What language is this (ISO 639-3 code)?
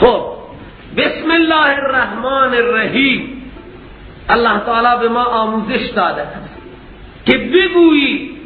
fas